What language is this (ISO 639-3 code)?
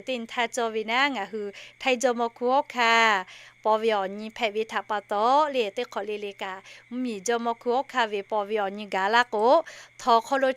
lhu